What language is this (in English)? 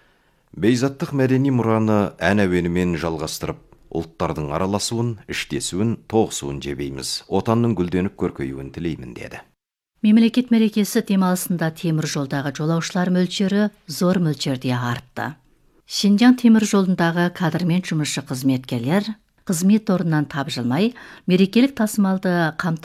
Kazakh